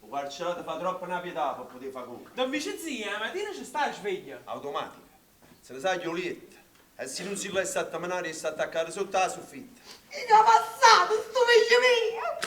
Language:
Neapolitan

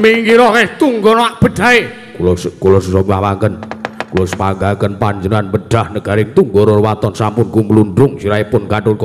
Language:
Javanese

